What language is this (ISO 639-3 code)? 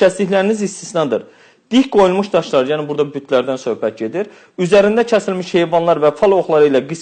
aze